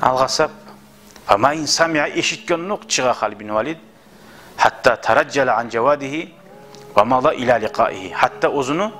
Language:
Kumyk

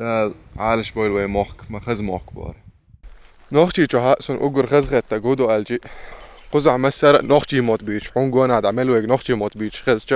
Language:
Chechen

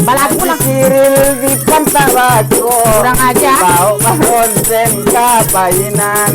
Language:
Minangkabau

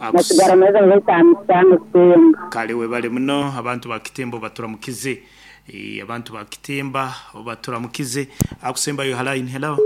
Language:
Nyoro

